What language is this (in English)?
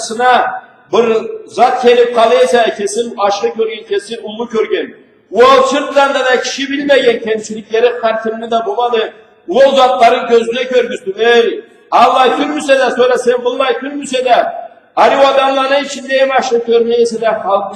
Karachay-Balkar